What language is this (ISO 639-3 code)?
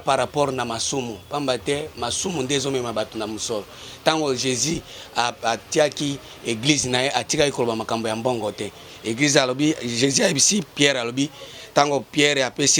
lin